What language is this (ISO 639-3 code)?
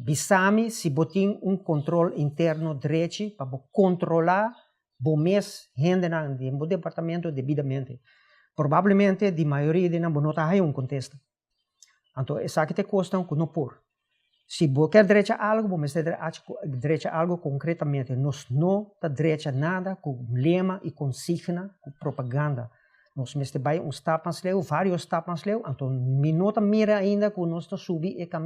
pap